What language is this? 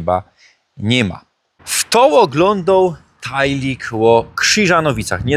Silesian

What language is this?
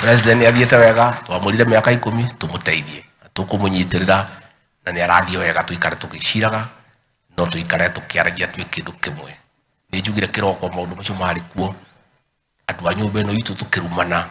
Kikuyu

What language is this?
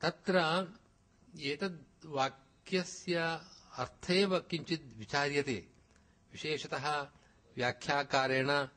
Sanskrit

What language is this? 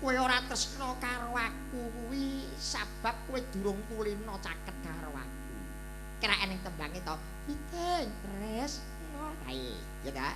Javanese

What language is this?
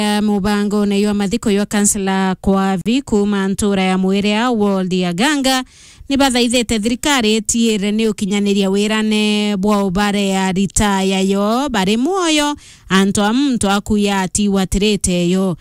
Meru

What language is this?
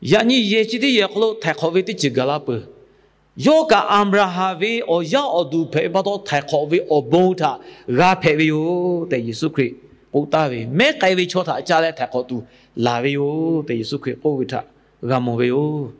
Lahu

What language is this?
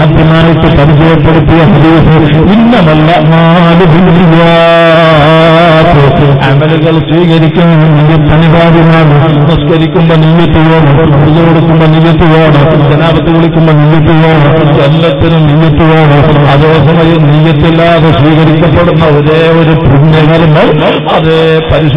Malayalam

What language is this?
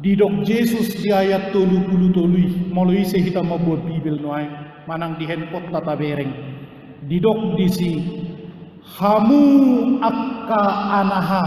Batak Toba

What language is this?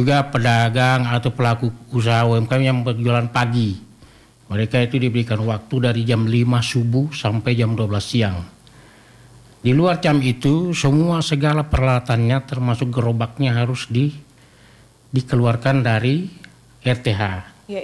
Indonesian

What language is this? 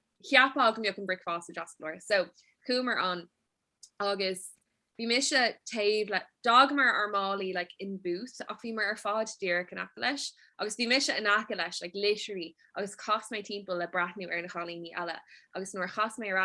Irish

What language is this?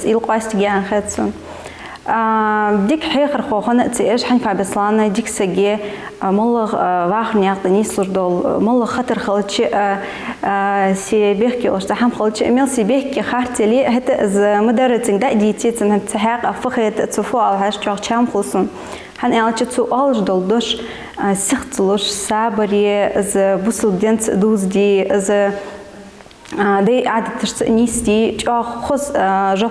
Ingush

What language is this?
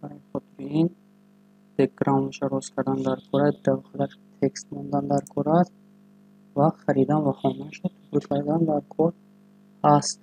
Tajik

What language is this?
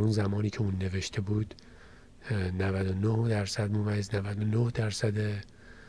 Persian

